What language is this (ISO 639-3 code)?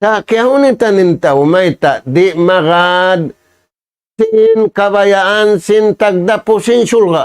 tsg